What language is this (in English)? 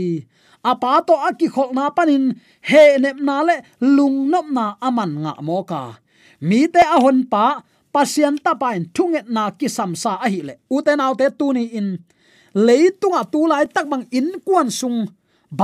Tedim Chin